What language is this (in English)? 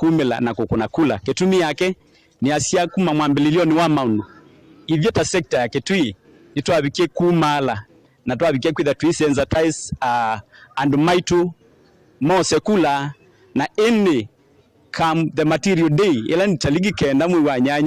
Kamba